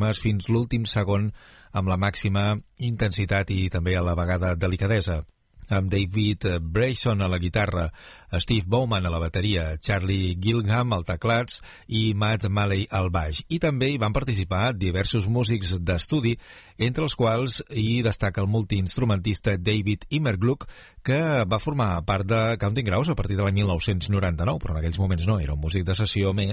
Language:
Catalan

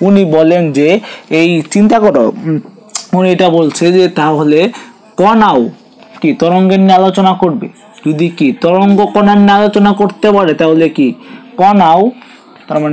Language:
Bangla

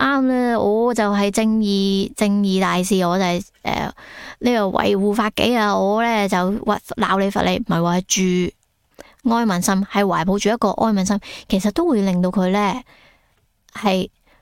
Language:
Cantonese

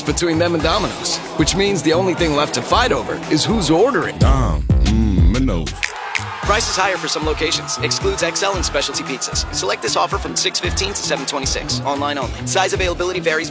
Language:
English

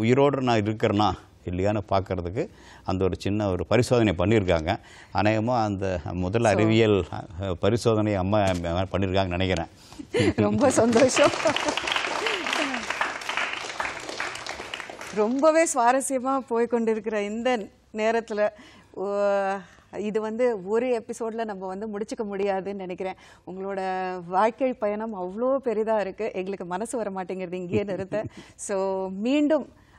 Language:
Tamil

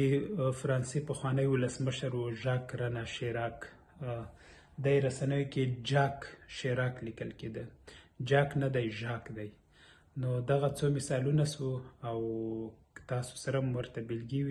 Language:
Pashto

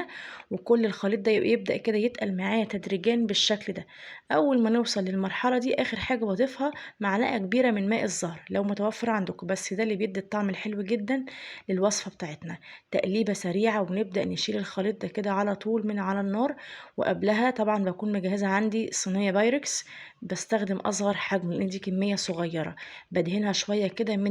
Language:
Egyptian Arabic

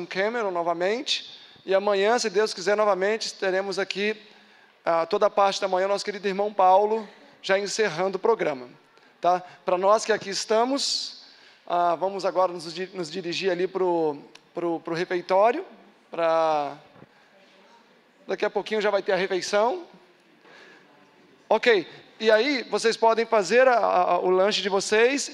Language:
Portuguese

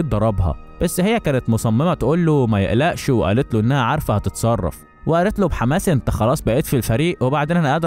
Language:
Egyptian Arabic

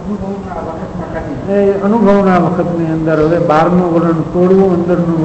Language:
Gujarati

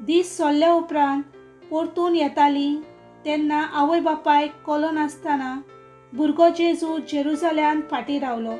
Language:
Konkani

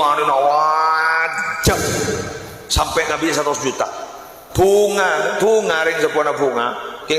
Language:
Madurese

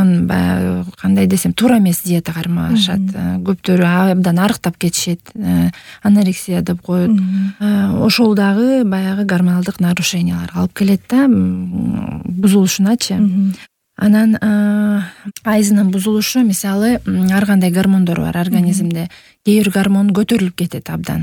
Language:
Kyrgyz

